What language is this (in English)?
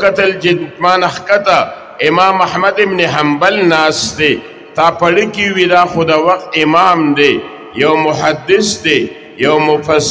Pashto